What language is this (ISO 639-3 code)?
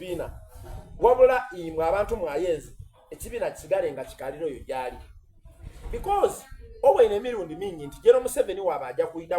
xog